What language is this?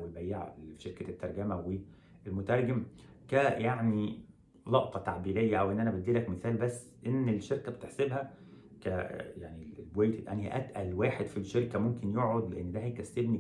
Egyptian Arabic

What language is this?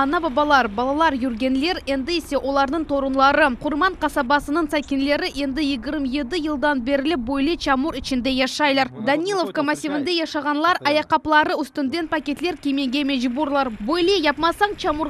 Crimean Tatar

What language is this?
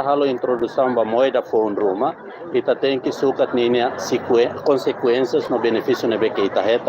Tetum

